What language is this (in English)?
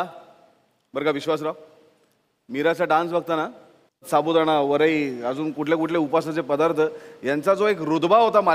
Marathi